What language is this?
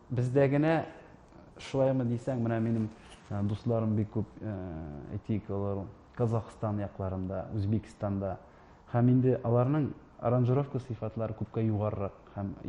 Tatar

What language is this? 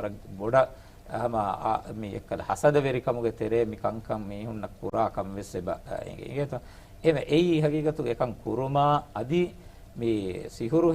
Divehi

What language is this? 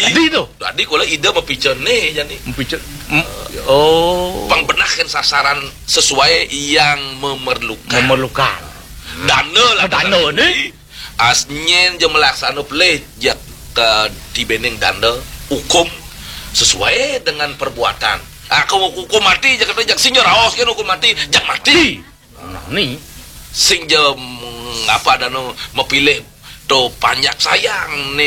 Balinese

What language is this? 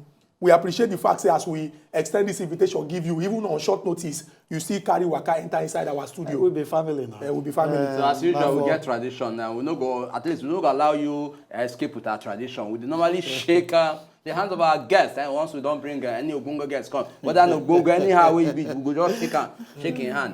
Nigerian Pidgin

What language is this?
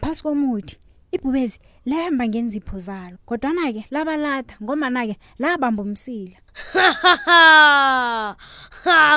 South Ndebele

